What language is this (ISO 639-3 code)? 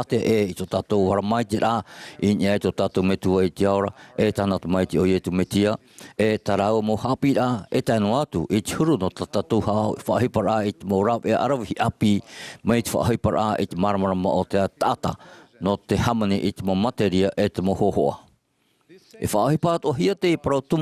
tah